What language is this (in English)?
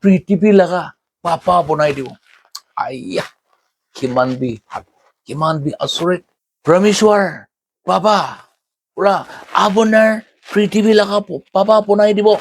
Naga Pidgin